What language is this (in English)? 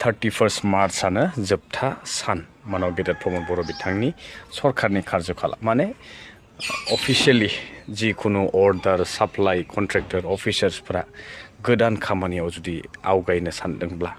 Bodo